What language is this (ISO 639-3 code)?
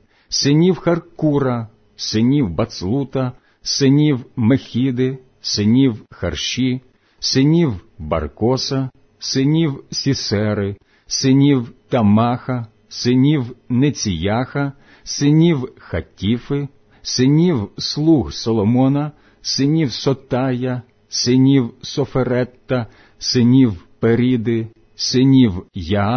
ukr